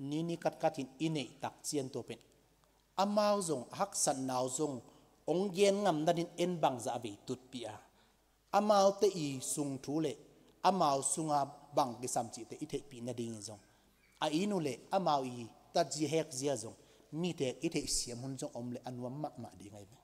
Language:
Tedim Chin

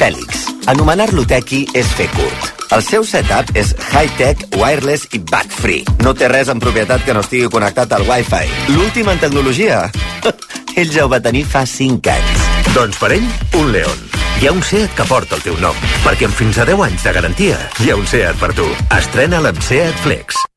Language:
Catalan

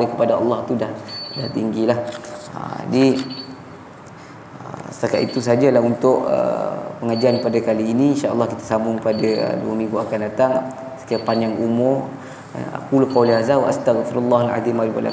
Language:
Malay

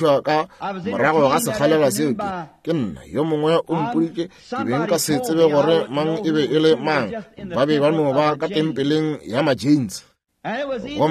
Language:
Northern Sotho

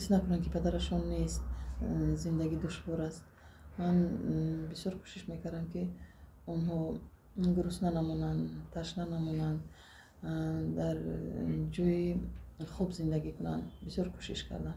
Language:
Tajik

